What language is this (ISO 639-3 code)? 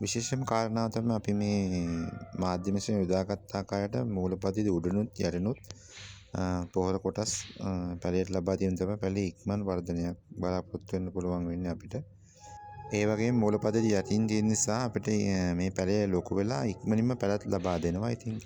sin